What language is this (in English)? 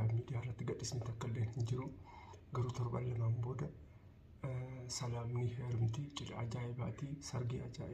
Oromo